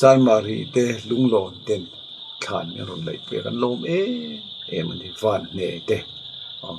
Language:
Mizo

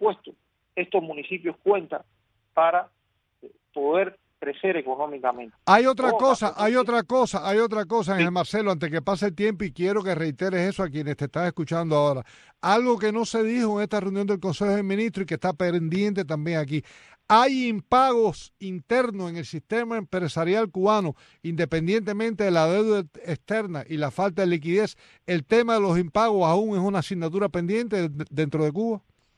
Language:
Spanish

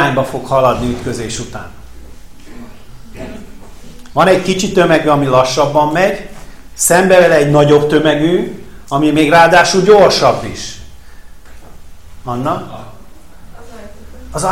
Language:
Hungarian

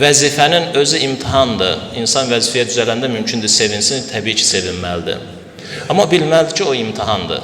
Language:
Azerbaijani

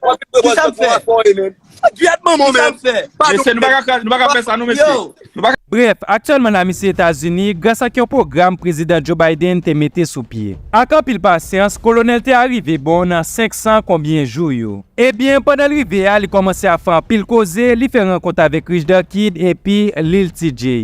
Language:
Haitian Creole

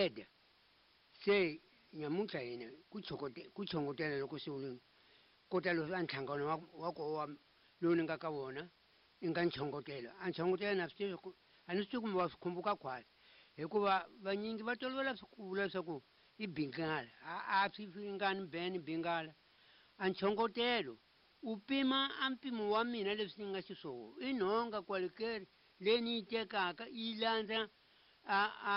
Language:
Tsonga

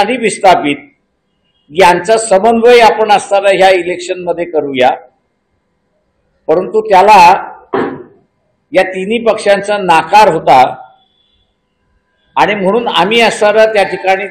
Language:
Marathi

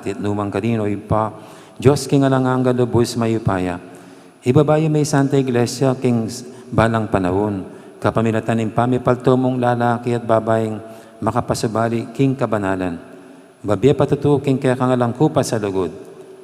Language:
Pampanga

